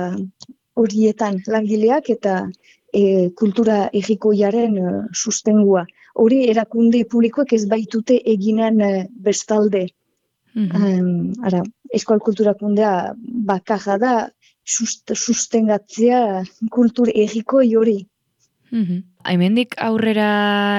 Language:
Basque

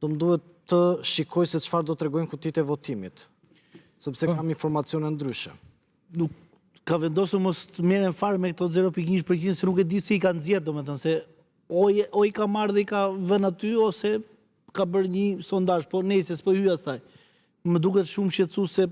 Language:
Albanian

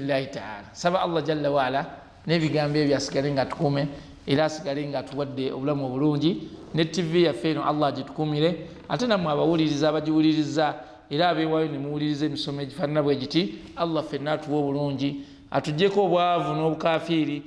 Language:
Ganda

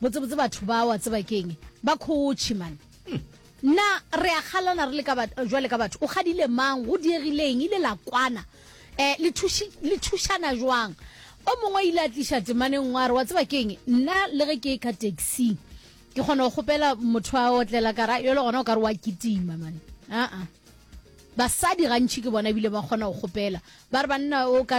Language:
Northern Sotho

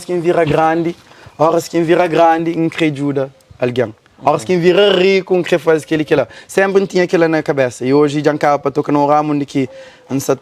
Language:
Kabuverdianu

